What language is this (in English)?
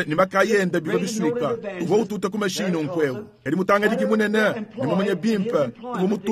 Luba-Lulua